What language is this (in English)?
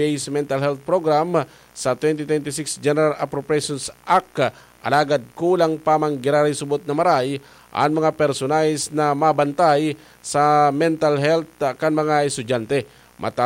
Bikol